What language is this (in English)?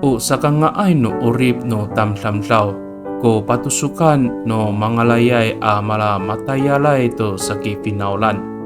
Amis